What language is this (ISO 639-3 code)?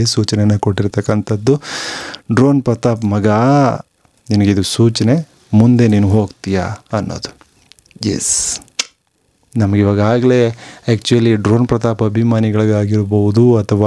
kan